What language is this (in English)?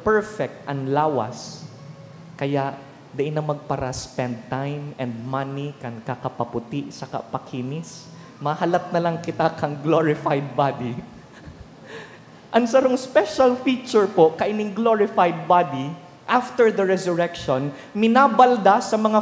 Bikol